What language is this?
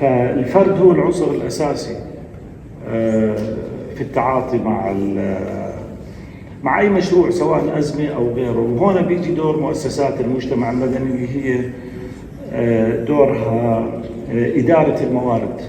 North Levantine Arabic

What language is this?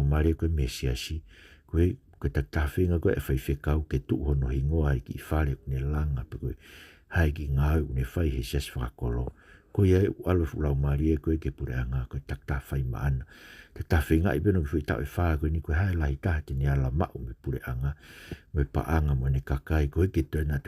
Tongan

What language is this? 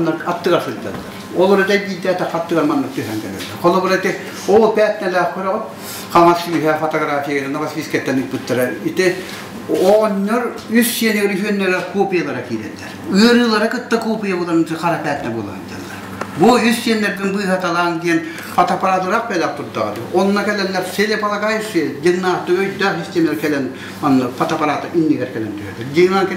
Yakut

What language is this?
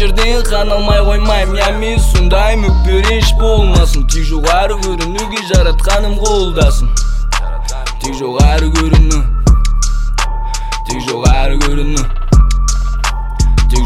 Kazakh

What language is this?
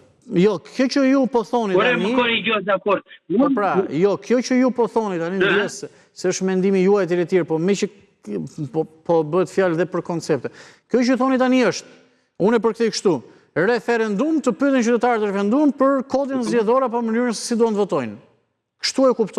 Albanian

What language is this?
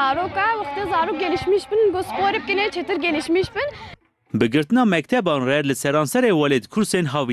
Kurdish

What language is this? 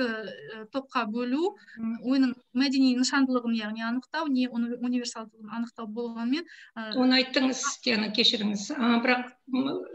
Kazakh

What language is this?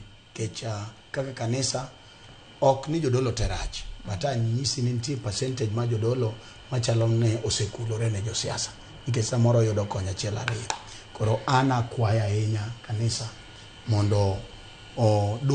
Luo (Kenya and Tanzania)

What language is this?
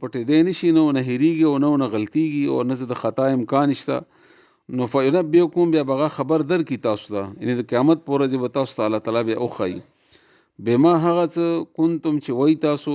Pashto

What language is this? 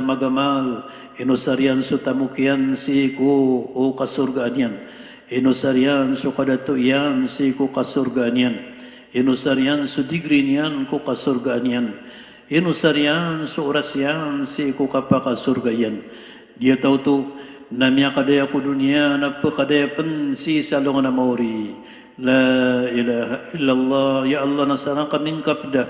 Maranao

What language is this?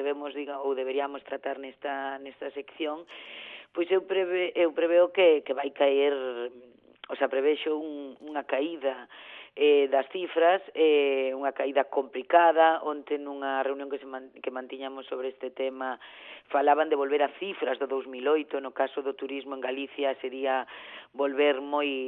Galician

